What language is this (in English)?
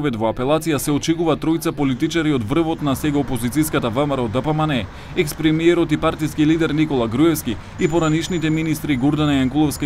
Macedonian